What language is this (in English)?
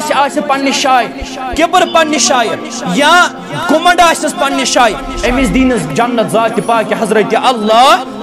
Kashmiri